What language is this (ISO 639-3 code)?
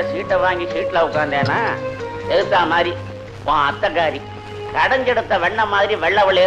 tam